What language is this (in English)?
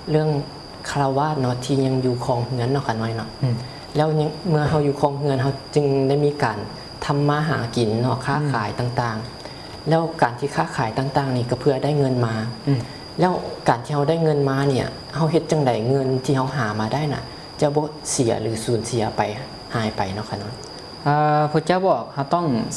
Lao